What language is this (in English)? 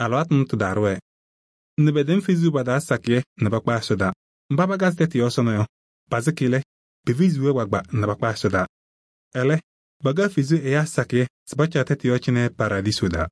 Kabiyè